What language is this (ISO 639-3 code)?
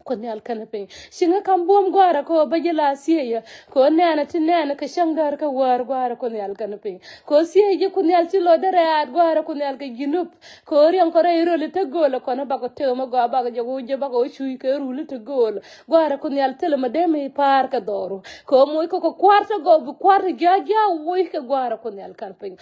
nus